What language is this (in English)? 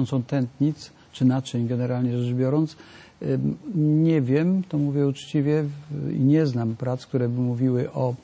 Polish